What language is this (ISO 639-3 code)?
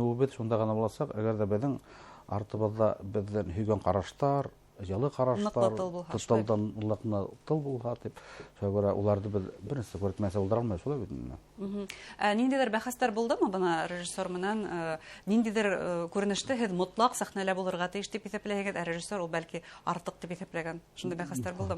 bak